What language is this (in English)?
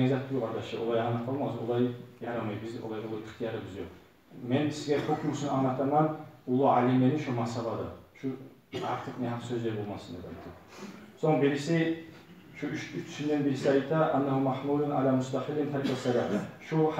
Kumyk